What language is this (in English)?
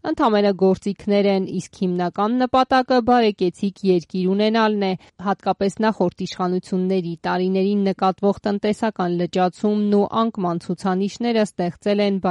Armenian